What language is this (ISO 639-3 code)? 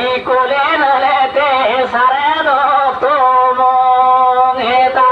sat